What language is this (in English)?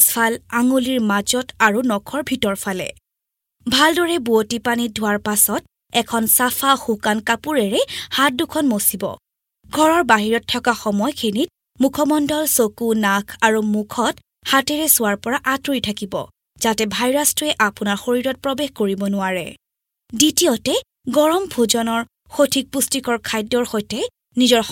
Assamese